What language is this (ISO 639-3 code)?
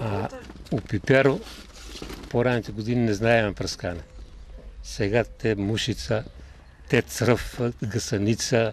mkd